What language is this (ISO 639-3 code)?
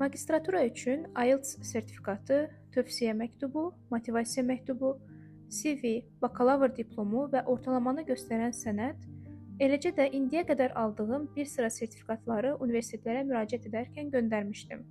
aze